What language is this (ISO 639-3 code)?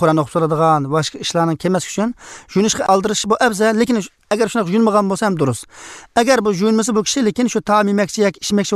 kir